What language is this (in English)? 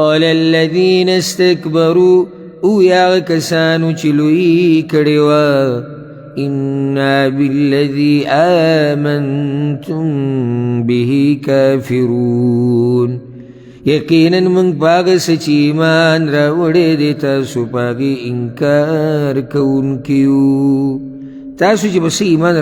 Pashto